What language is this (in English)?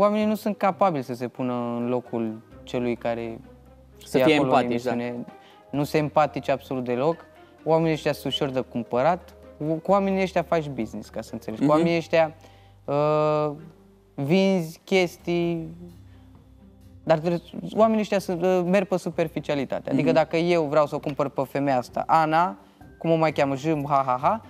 Romanian